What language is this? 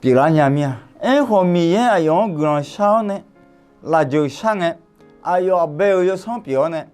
Akha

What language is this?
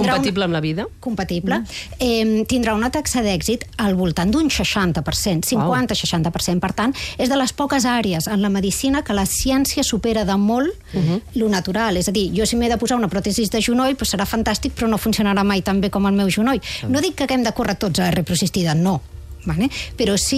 Catalan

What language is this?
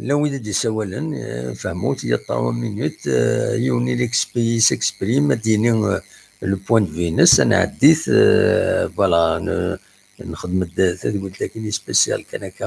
Kabyle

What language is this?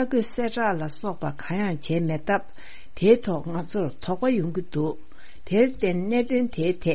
Tibetan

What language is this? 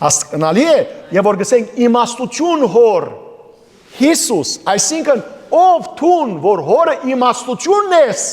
Western Armenian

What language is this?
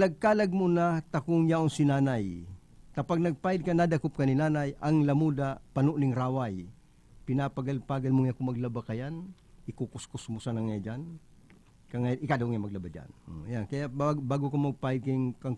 Bikol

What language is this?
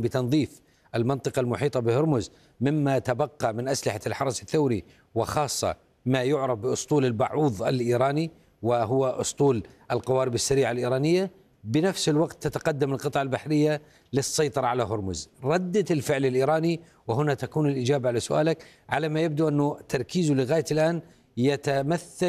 Arabic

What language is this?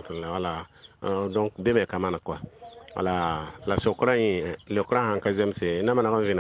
Mossi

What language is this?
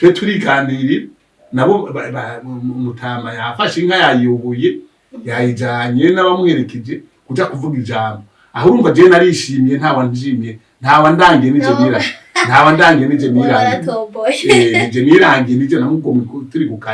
Rundi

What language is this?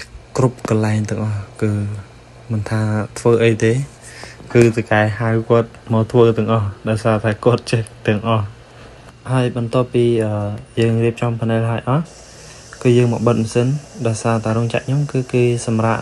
Khmer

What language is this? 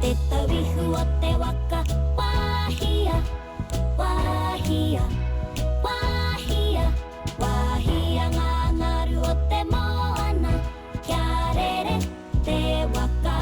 Māori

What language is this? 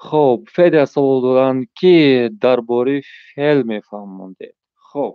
Tajik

